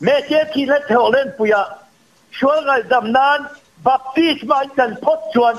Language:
Mizo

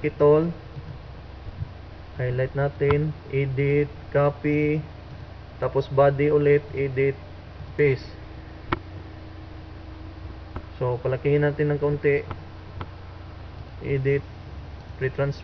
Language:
Filipino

